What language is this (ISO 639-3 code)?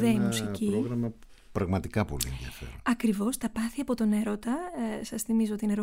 ell